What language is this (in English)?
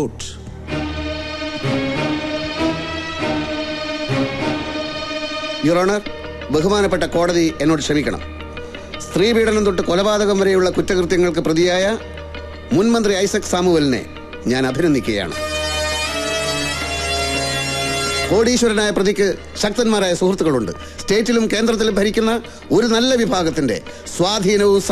Malayalam